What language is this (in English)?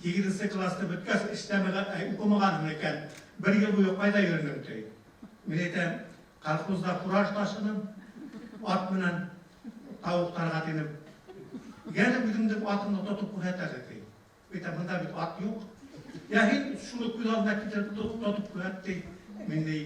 Bashkir